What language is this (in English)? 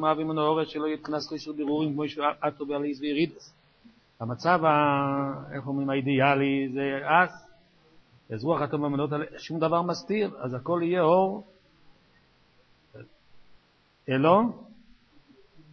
Hebrew